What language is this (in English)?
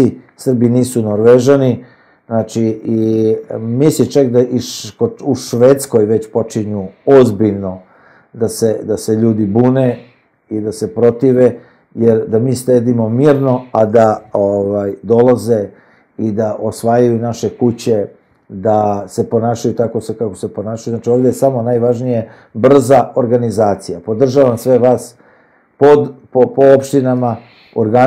Serbian